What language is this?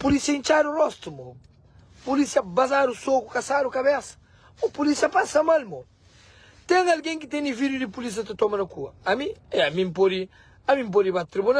Kabuverdianu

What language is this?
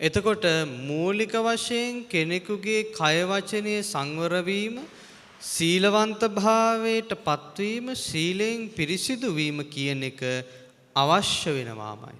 Sinhala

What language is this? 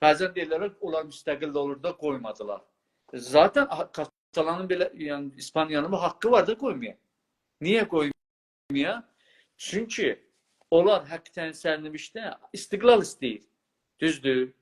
South Azerbaijani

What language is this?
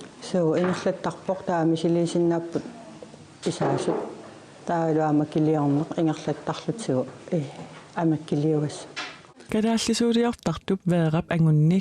Kalaallisut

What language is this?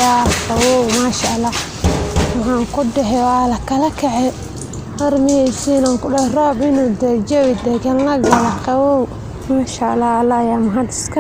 Somali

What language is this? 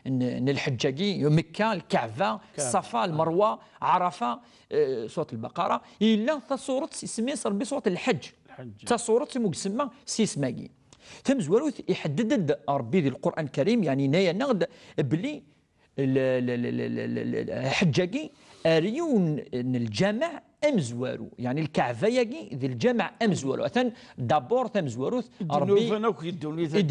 Kabyle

